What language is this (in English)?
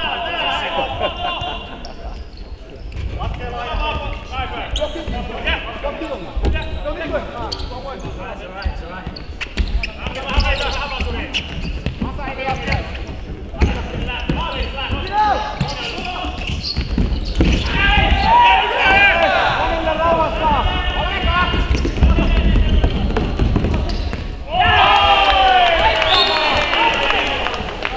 Finnish